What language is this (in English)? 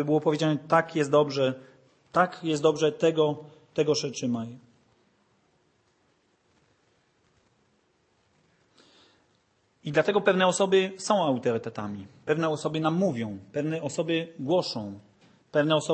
Polish